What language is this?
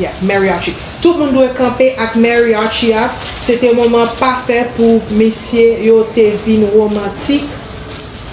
Haitian Creole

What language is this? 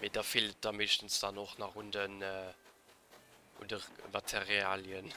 Luxembourgish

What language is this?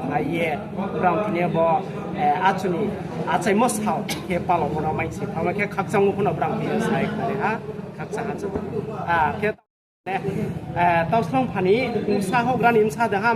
Riang (India)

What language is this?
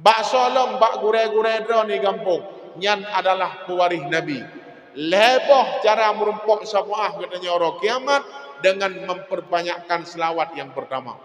Achinese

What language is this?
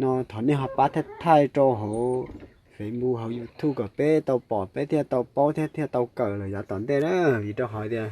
Hmong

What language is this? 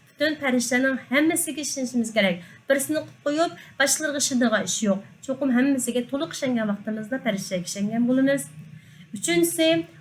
Uyghur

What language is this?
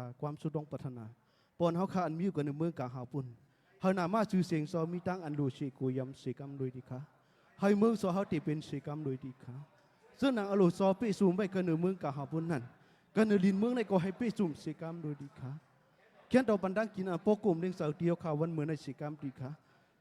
Shan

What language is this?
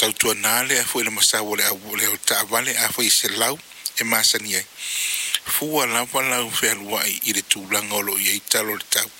Samoan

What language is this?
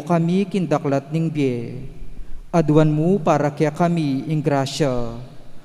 Pampanga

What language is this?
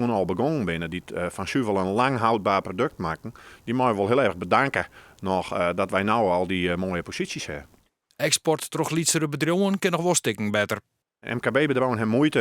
Western Frisian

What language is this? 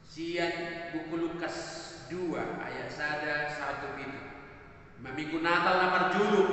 Batak Toba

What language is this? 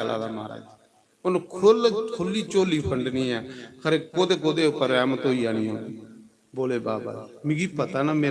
Dogri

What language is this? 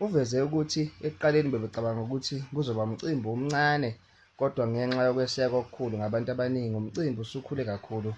Zulu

